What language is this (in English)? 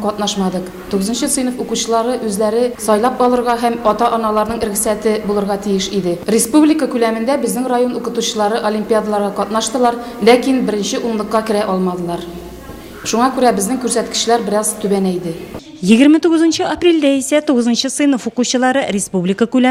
Tatar